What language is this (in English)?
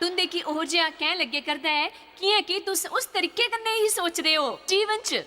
Dogri